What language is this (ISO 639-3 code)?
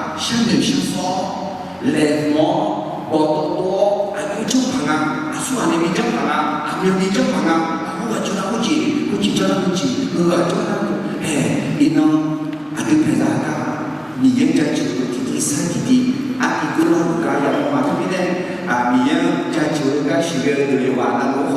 ahk